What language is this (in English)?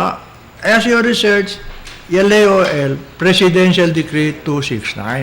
Chavacano